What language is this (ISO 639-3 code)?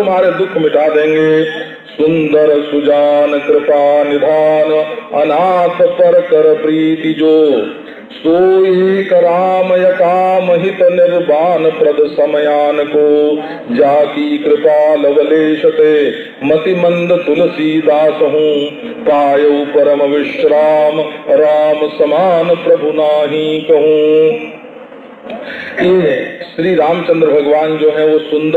hin